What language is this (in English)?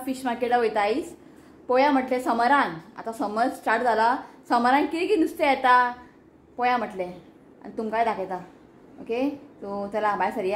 Konkani